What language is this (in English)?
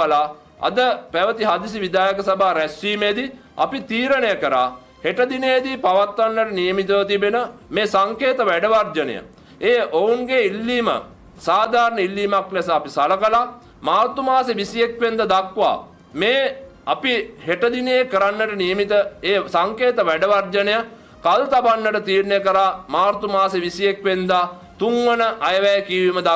Sinhala